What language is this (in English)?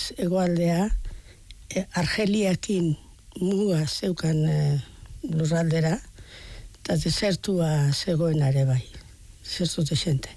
Basque